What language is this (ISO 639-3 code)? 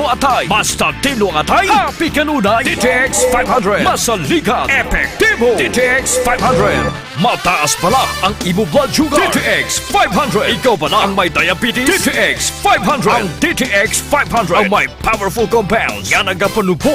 hil